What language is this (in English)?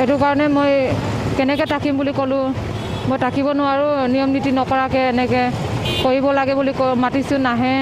Assamese